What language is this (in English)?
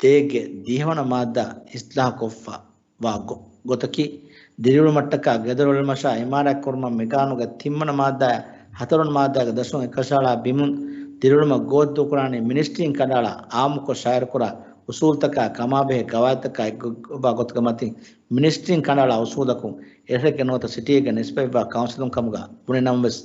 Divehi